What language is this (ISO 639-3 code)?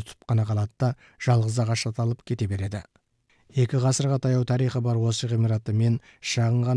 kaz